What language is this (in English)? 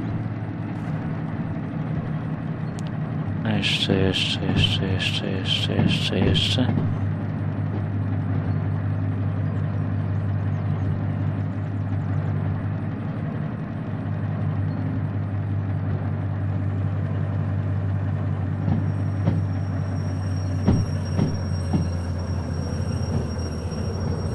Polish